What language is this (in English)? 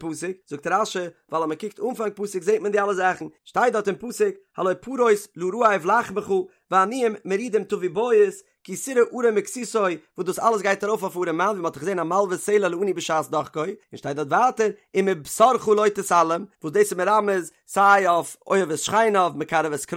Yiddish